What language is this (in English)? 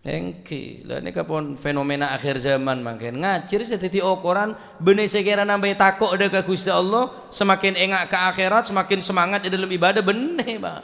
Madurese